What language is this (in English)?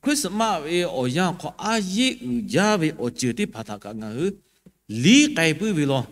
Lahu